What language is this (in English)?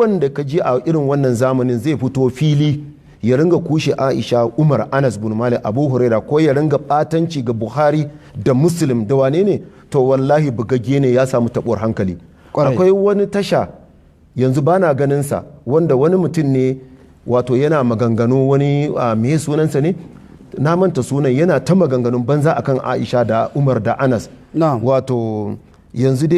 Hausa